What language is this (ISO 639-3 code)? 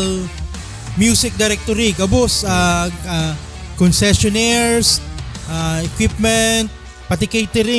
bik